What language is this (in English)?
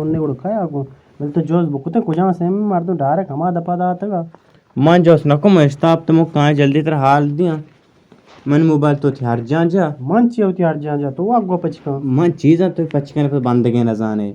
Baluchi